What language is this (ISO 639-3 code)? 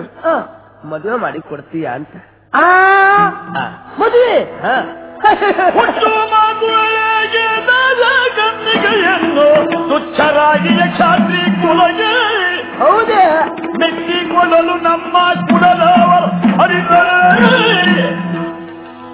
kan